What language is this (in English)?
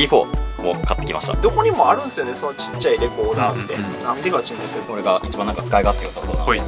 Japanese